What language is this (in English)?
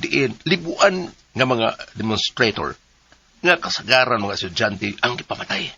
Cebuano